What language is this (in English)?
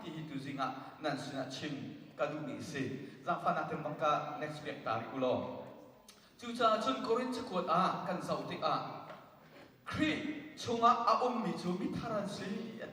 Hakha Chin